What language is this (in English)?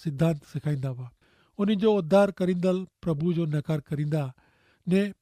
Kachhi